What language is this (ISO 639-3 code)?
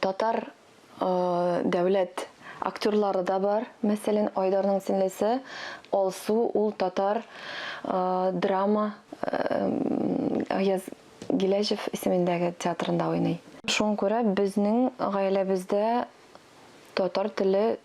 tat